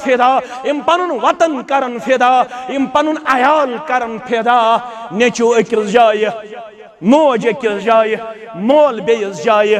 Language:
Kashmiri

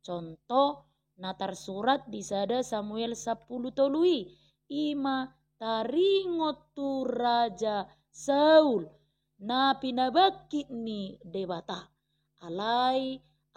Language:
Batak Toba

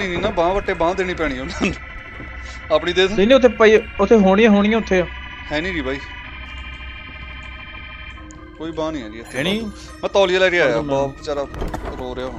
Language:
Punjabi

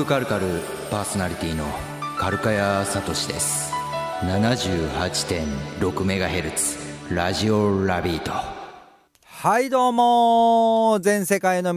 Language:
Japanese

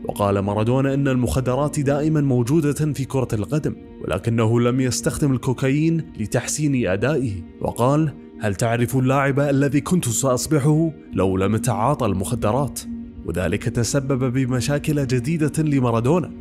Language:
Arabic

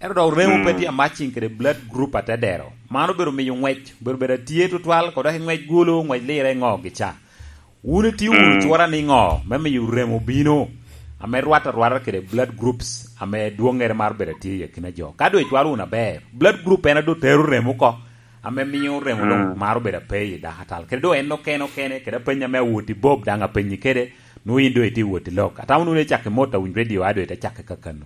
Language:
Lango (Uganda)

